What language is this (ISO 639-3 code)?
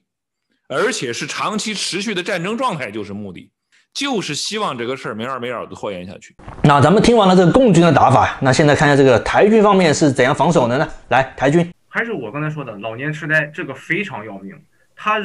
zho